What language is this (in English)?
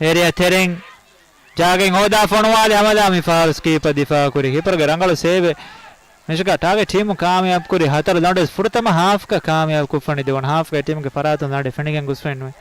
Divehi